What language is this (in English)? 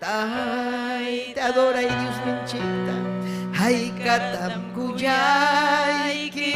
Ayacucho Quechua